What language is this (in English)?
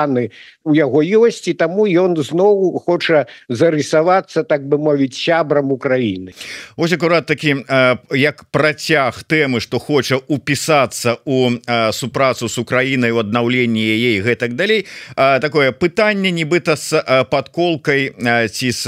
Belarusian